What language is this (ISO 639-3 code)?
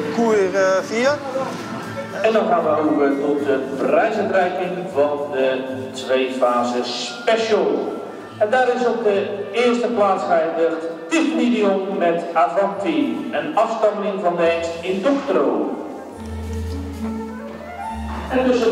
nld